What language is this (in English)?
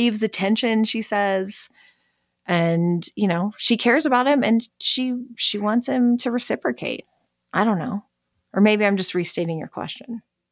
English